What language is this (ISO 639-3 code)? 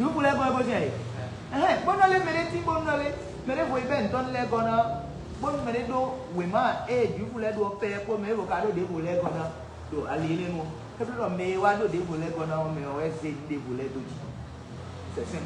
fon